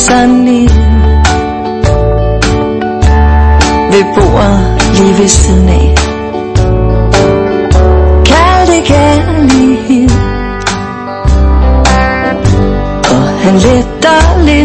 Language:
Danish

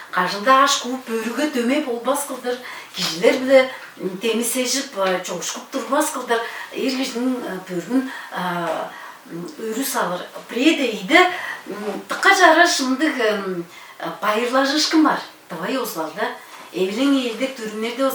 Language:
Tuvinian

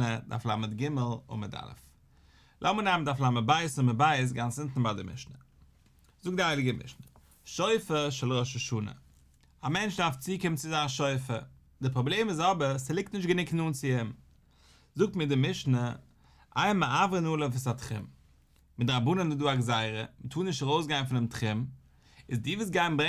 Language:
Yiddish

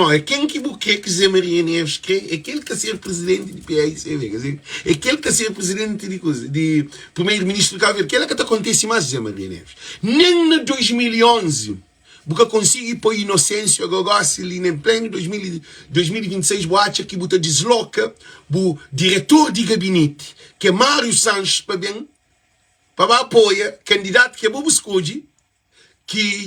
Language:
Kabuverdianu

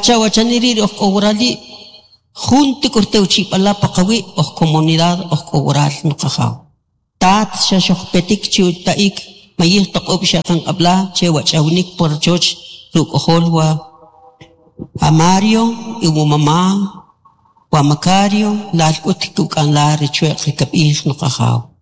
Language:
Kʼicheʼ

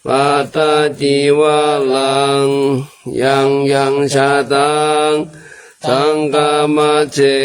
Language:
Pali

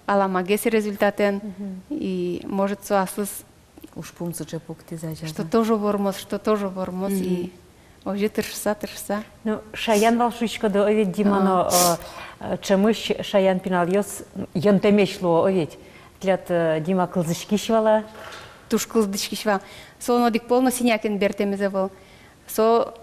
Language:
Udmurt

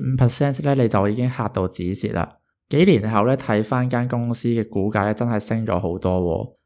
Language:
Cantonese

